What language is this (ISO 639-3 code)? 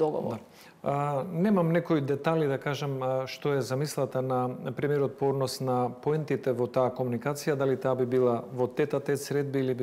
mkd